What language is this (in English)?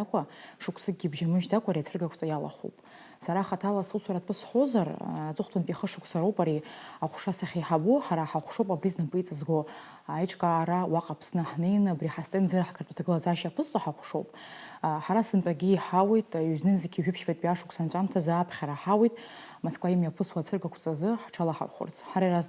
Abkhazian